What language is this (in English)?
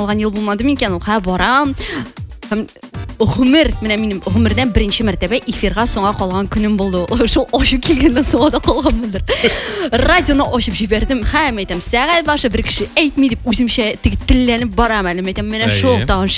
Tatar